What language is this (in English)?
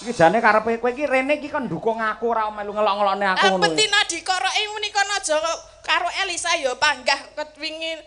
Javanese